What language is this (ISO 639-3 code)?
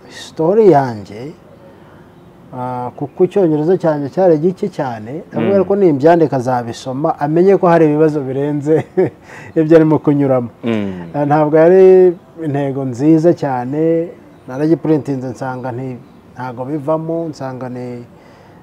kin